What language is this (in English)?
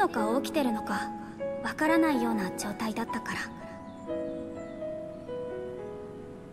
Japanese